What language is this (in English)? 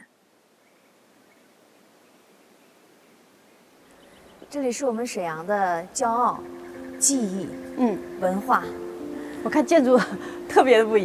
Chinese